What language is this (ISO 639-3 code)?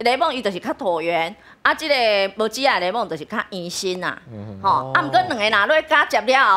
nan